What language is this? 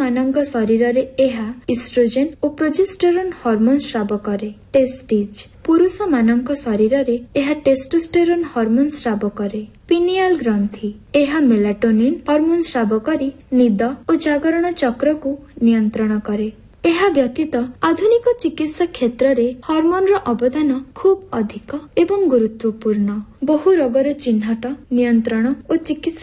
Odia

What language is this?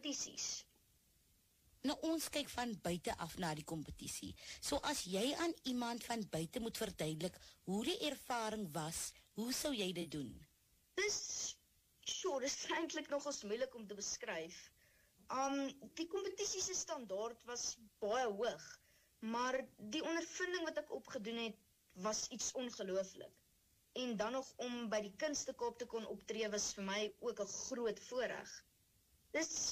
Afrikaans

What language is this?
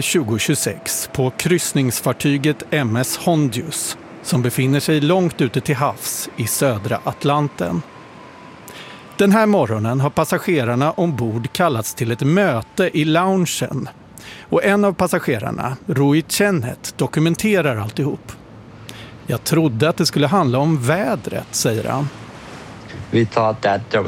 Swedish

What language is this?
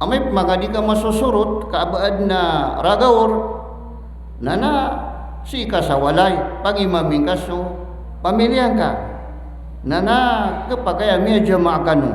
Maranao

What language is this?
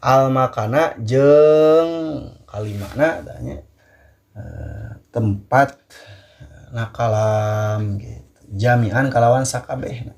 Sundanese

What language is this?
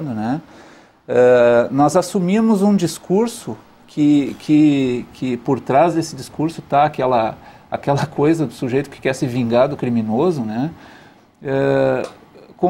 Portuguese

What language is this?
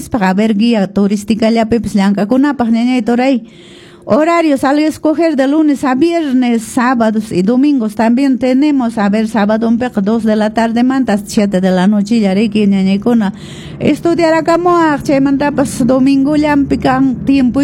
Quechua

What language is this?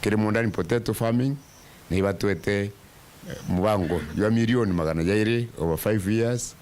Meru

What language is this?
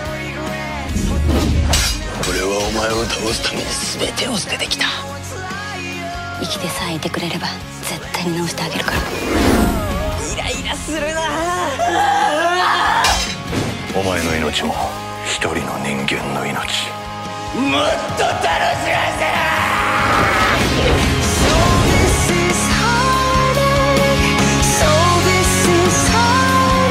Japanese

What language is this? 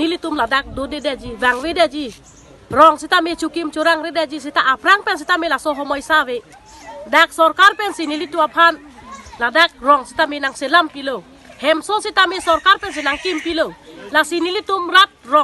Karbi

